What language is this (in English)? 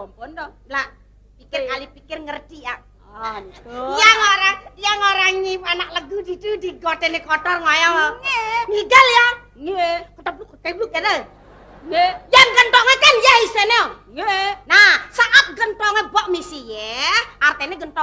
Balinese